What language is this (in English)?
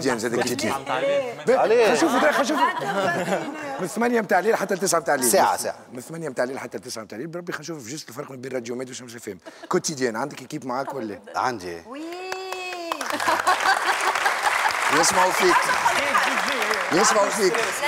Tunisian Arabic